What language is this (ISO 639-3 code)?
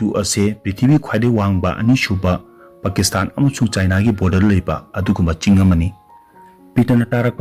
mni